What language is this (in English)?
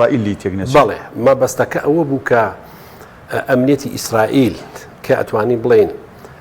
Central Kurdish